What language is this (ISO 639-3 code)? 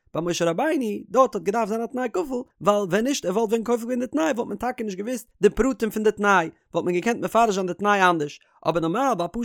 yid